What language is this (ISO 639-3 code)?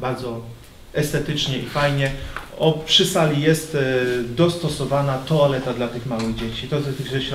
pol